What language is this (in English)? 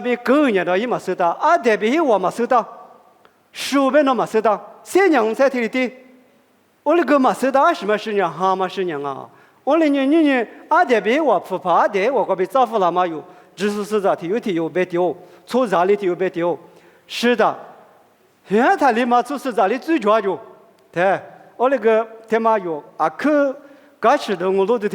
Lisu